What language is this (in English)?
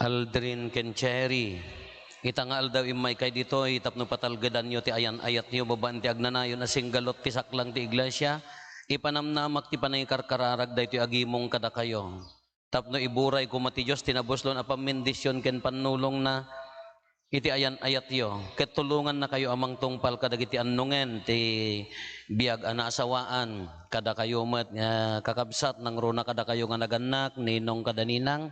Iloko